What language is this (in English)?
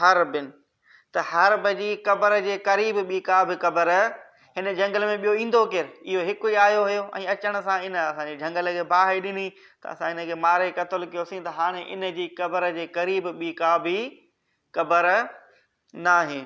Sindhi